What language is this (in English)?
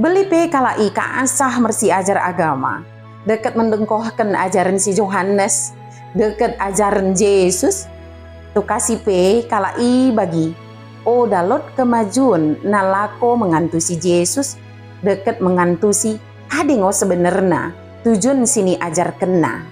Batak Dairi